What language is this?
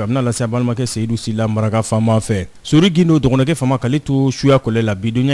Bambara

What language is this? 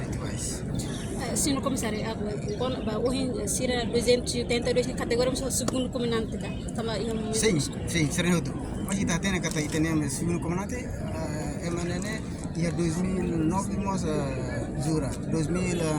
Tetum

